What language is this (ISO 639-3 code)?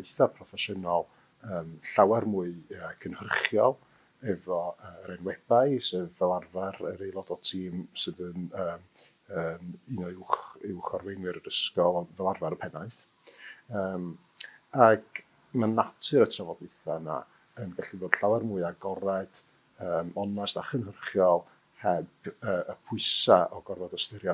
cym